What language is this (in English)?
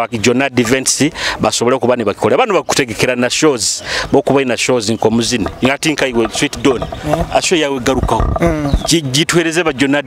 Nyoro